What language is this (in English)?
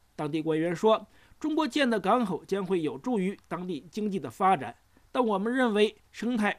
Chinese